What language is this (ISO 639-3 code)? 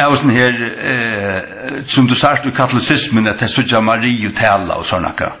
fao